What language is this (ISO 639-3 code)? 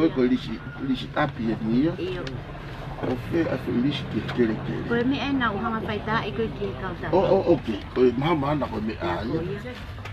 ton